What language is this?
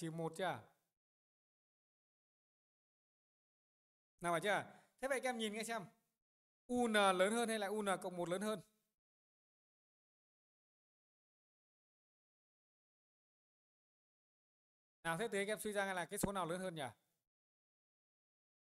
Vietnamese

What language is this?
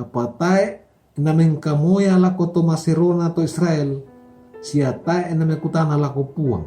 Toraja-Sa'dan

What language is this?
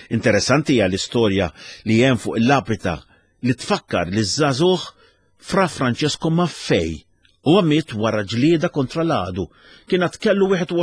Maltese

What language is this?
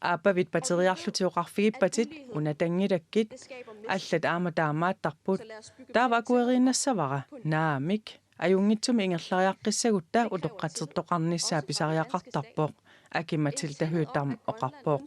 Kalaallisut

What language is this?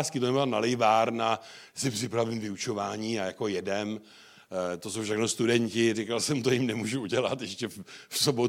Czech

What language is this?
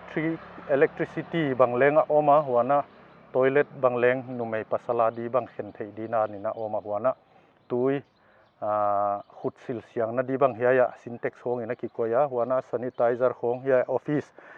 Paite Chin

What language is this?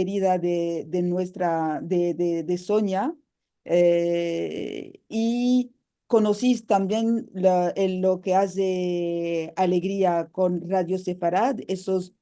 Ladino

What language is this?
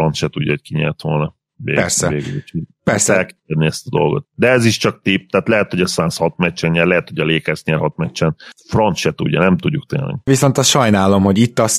Hungarian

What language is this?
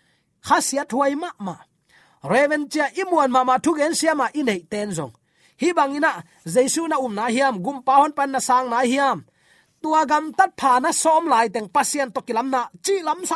Tedim Chin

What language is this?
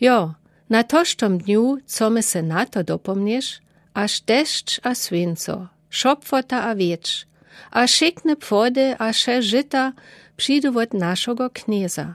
Lower Sorbian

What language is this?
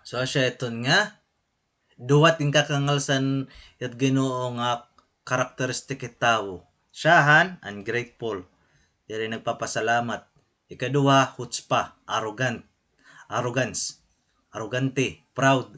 Waray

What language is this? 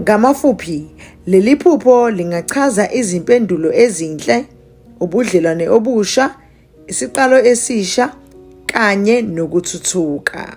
Zulu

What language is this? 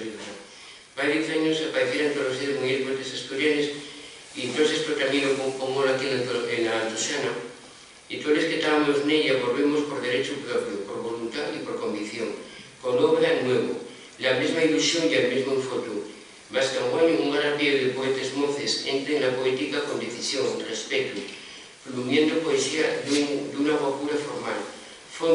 Asturian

